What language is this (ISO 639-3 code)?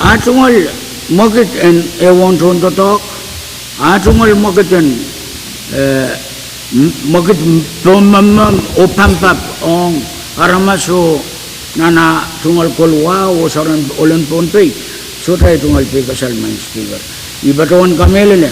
pon